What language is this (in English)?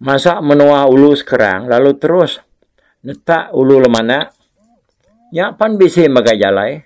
Iban